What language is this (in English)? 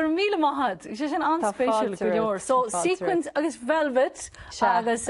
Irish